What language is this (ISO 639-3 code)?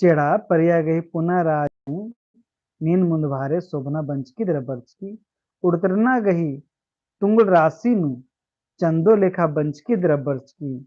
kru